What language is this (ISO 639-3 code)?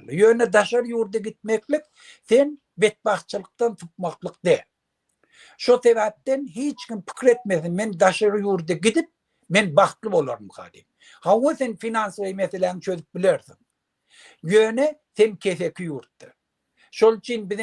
tuk